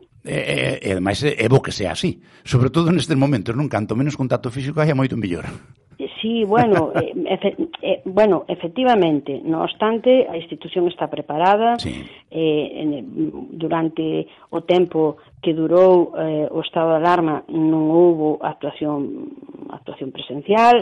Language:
Galician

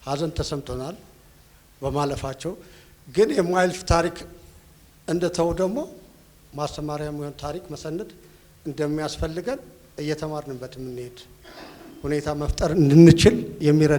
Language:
Amharic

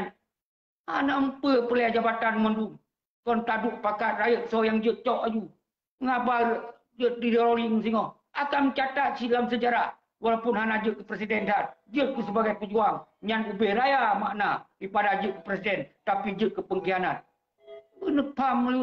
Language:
Achinese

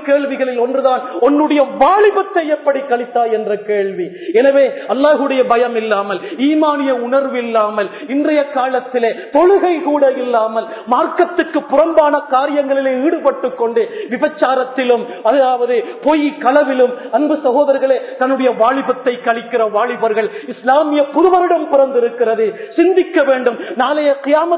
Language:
Tamil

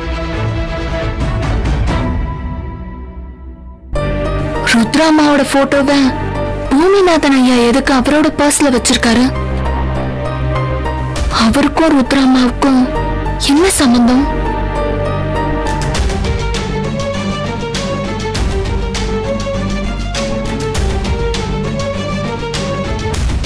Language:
Tamil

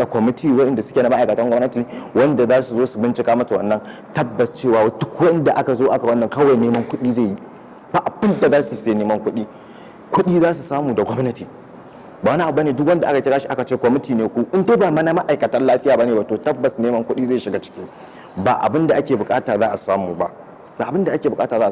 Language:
Hausa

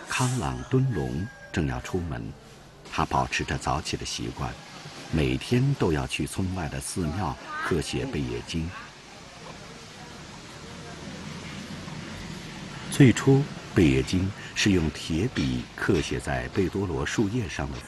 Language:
Chinese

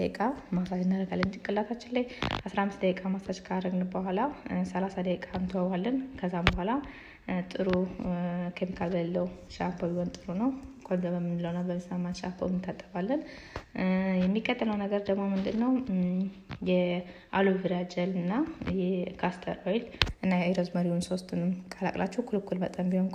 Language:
Amharic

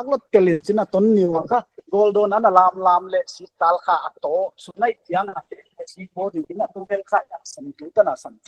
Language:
Paite Chin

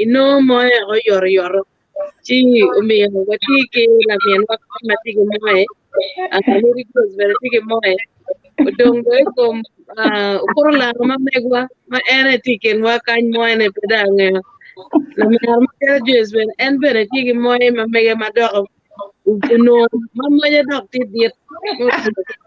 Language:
Acoli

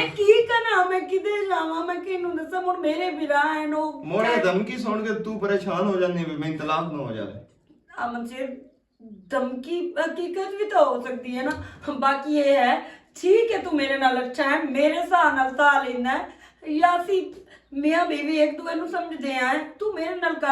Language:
Western Panjabi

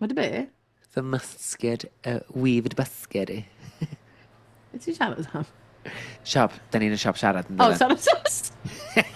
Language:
Welsh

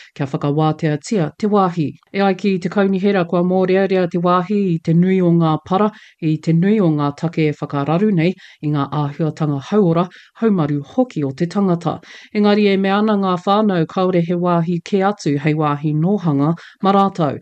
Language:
Māori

